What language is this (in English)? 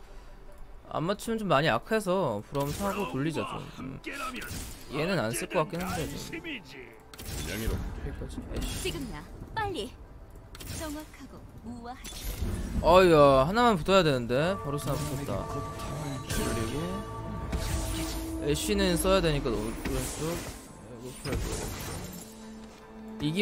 Korean